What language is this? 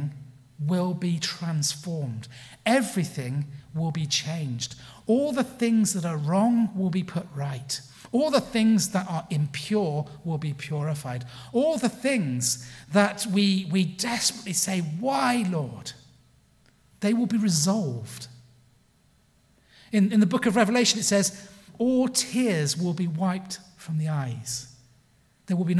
English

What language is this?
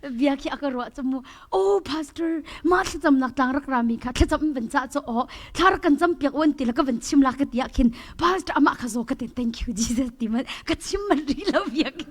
Hakha Chin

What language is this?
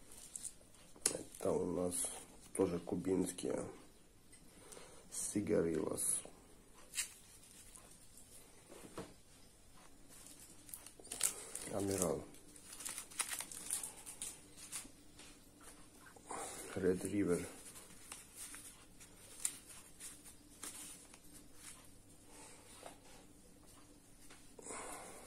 Russian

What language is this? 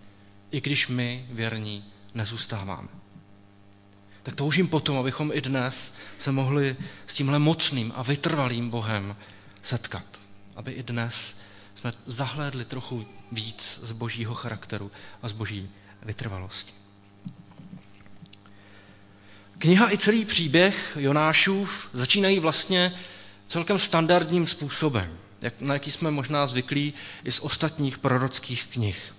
Czech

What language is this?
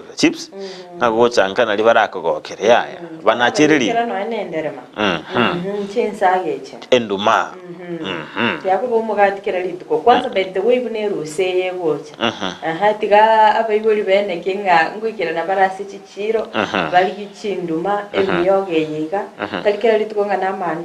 Gusii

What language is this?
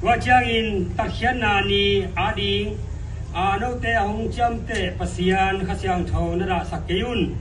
Tedim Chin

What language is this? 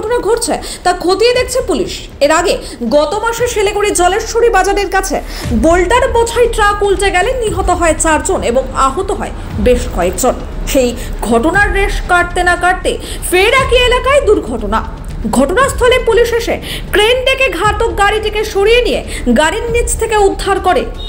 Bangla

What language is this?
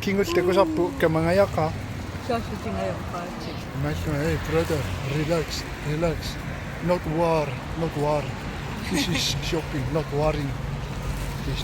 Kalaallisut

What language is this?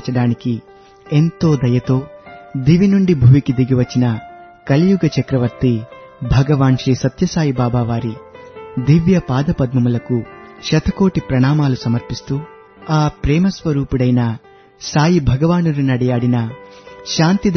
Telugu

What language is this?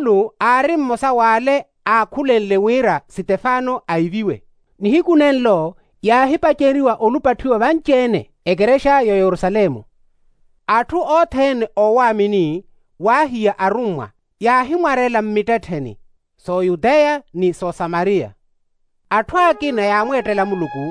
Makhuwa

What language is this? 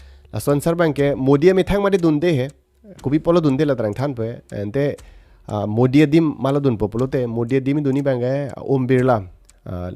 Karbi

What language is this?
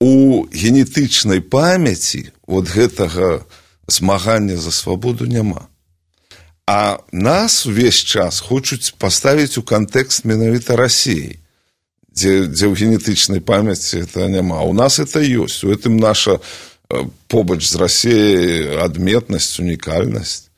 Belarusian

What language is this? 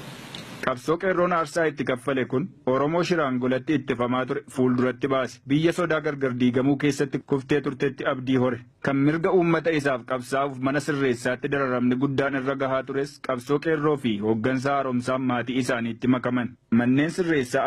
Oromo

